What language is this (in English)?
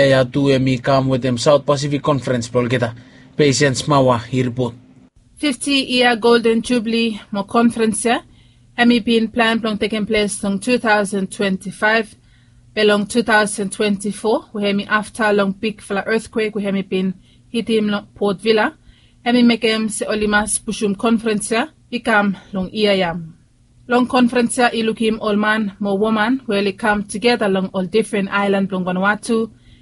Bislama